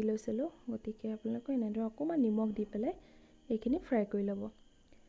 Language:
Assamese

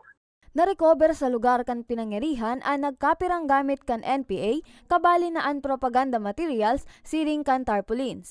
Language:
Bikol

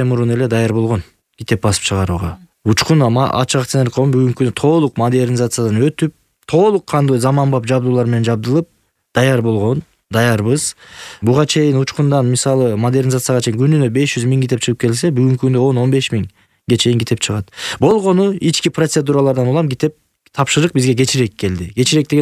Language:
Kyrgyz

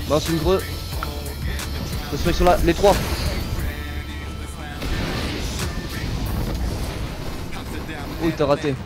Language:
French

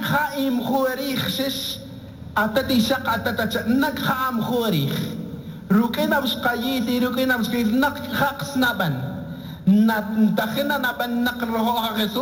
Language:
Tz'utujil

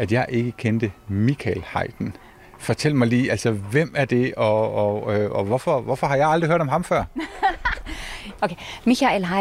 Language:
Danish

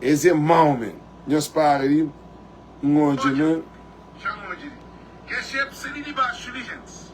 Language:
Kabuverdianu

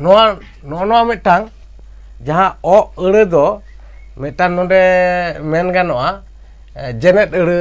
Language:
Santali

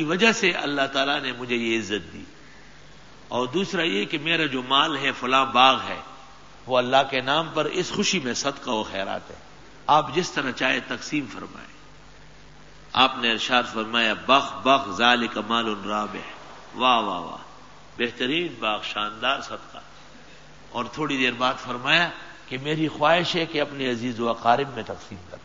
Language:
Urdu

